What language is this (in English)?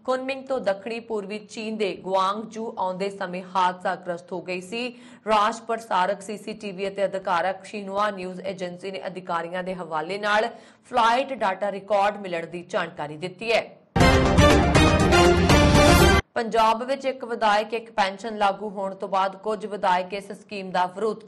Punjabi